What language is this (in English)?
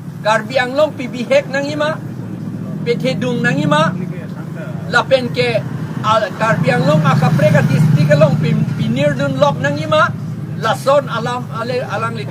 Karbi